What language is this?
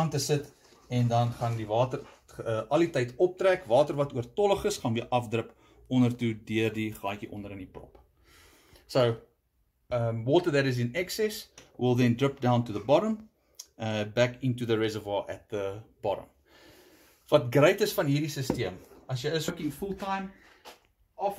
Afrikaans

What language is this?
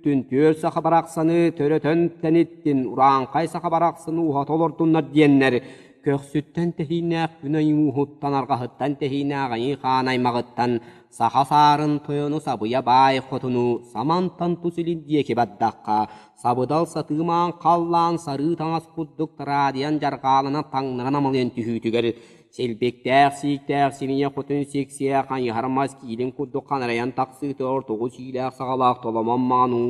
Yakut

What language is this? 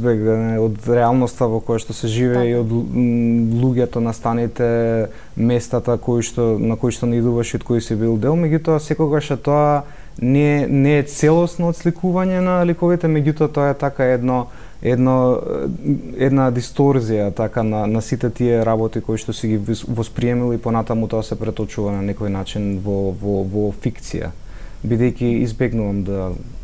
Macedonian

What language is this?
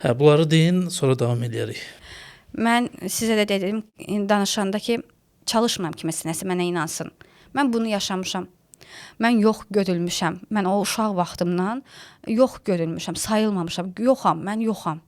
Azerbaijani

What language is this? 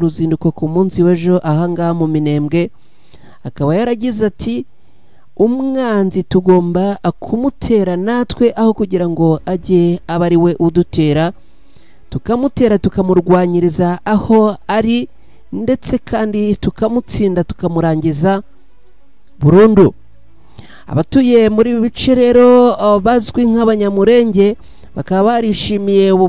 Kinyarwanda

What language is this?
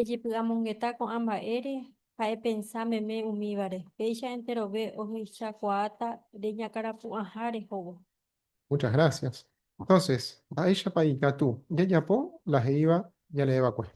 Guarani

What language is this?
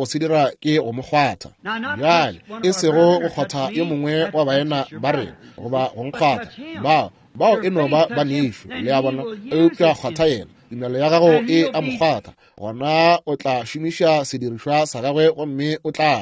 Northern Sotho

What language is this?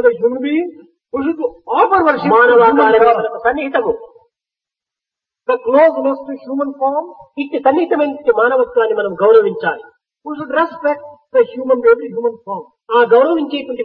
Telugu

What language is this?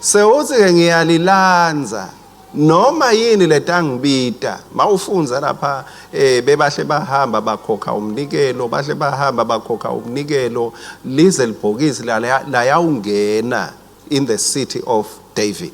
Swati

